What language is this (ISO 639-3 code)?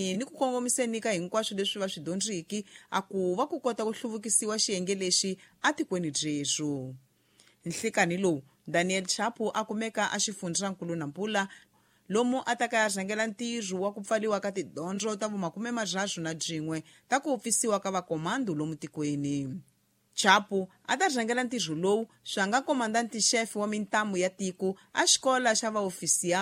tso